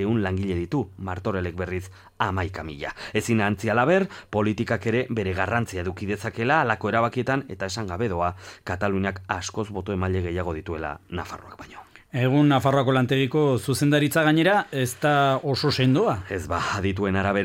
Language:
Basque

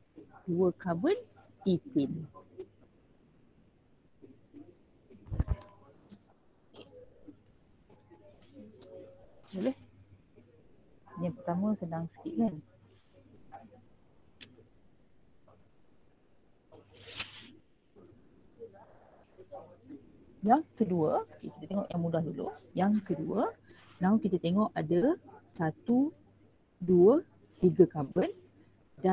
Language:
Malay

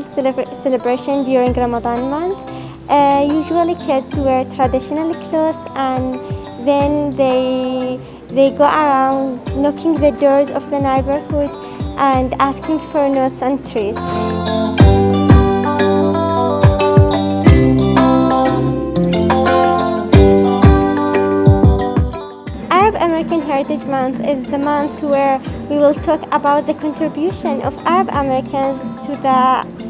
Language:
English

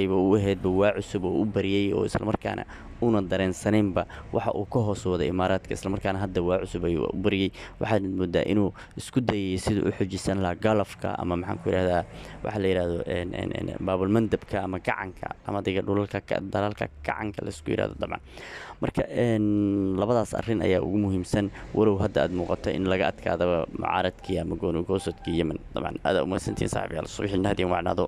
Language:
Somali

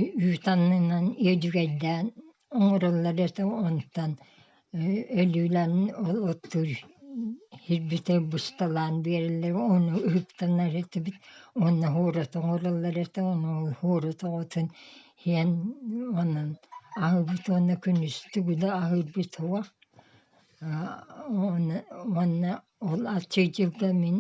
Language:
Yakut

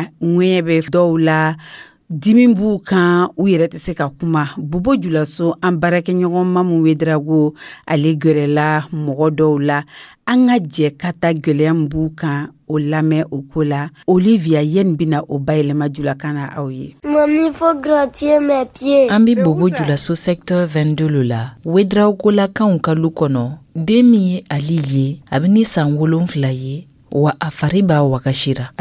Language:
Dyula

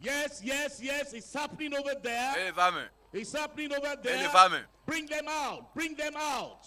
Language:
Ewe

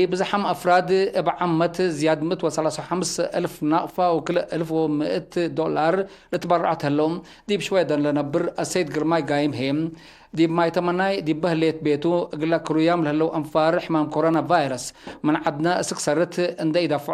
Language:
Tigre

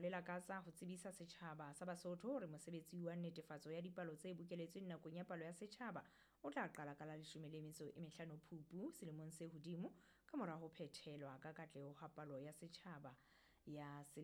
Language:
Southern Sotho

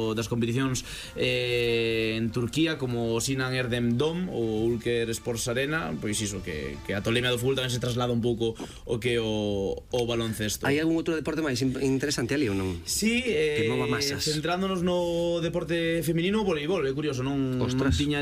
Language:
Galician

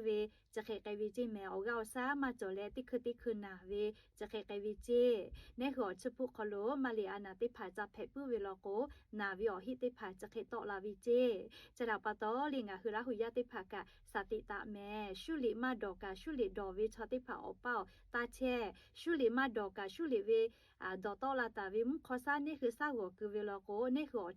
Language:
Lahu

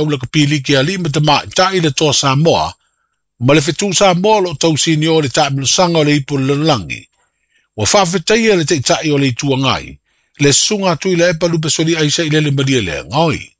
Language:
Samoan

